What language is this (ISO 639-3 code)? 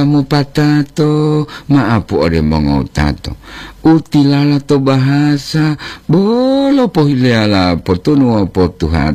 gor